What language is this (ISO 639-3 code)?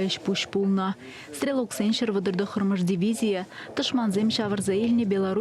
chv